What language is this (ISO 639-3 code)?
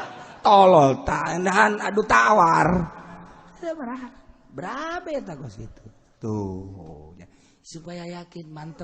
sun